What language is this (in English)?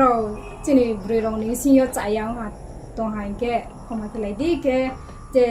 Riang (India)